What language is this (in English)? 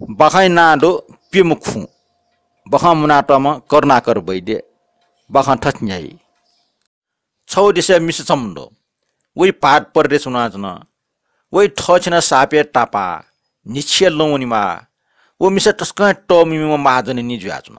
Newari